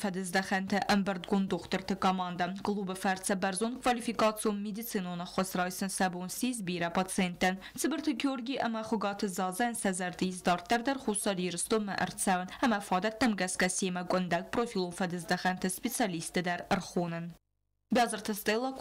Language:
Ossetic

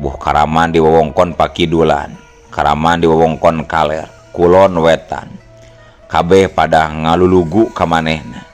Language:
Sundanese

